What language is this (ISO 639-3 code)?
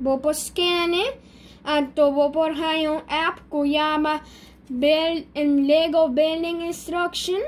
pap